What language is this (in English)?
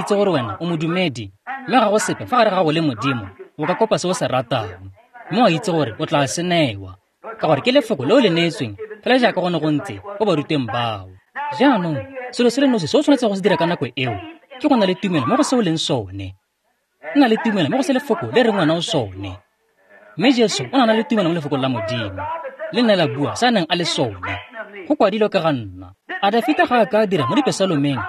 Tswana